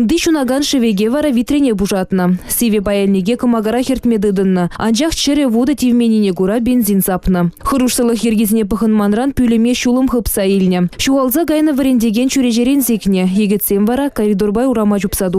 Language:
Chuvash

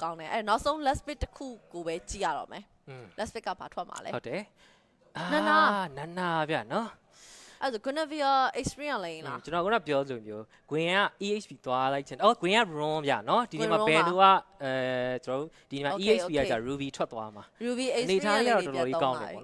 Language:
Burmese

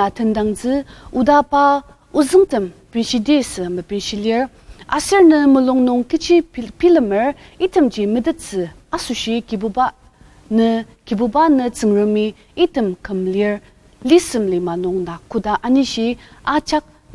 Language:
Ao Naga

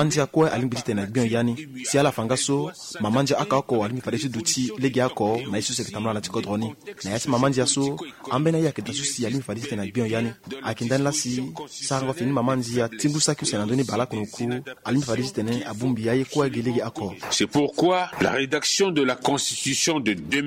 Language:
Sango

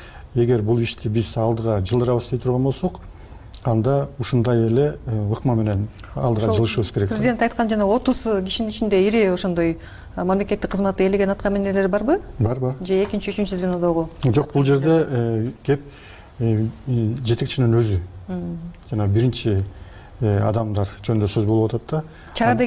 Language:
Kyrgyz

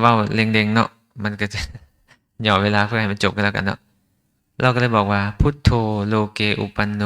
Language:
Lao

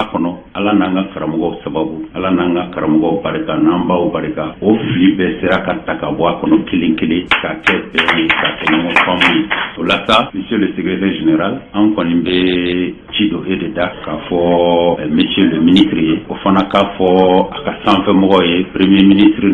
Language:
Bambara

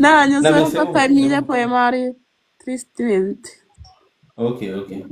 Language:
Kabuverdianu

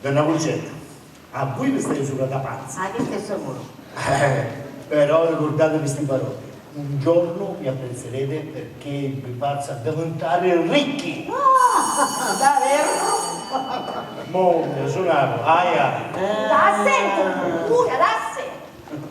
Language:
Sicilian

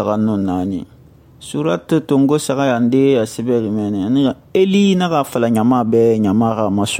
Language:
Susu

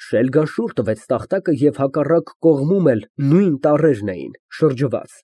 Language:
Armenian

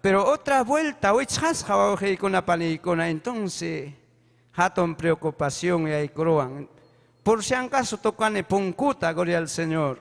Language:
Ayacucho Quechua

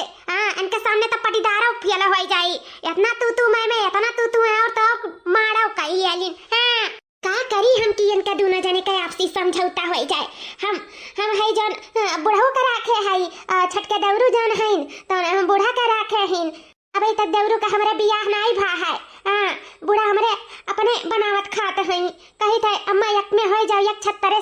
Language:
Awadhi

